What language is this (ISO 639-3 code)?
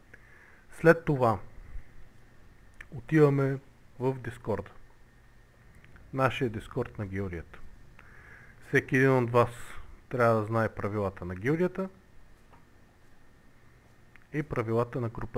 bul